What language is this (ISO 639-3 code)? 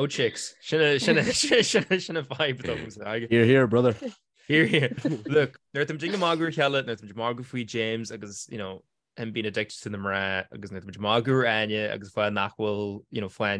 gle